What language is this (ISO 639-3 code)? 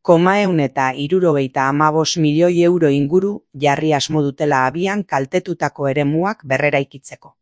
eus